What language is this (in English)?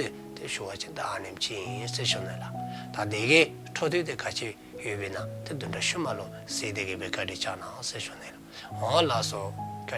Dzongkha